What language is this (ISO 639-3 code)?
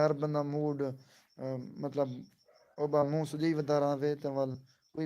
skr